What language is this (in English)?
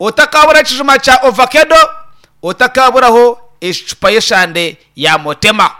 Nyankole